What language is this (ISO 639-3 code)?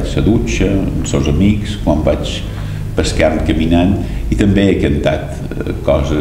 cat